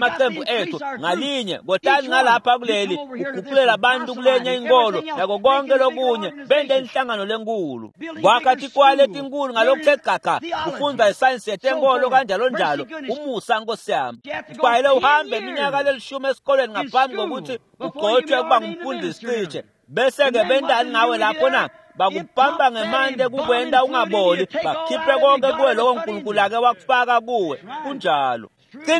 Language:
Swati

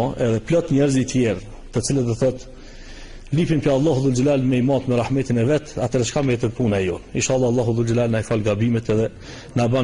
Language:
Albanian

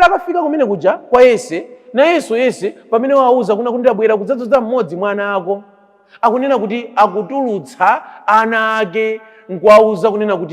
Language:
Nyanja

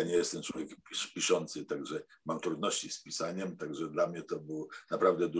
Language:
Polish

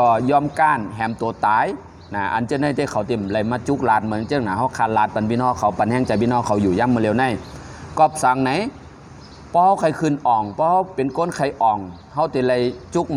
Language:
Shan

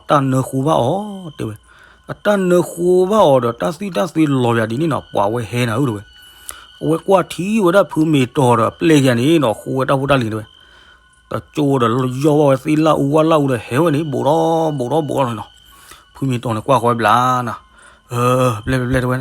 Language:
S'gaw Karen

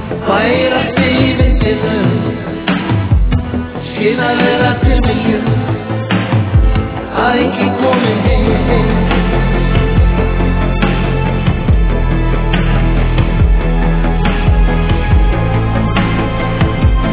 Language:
Icelandic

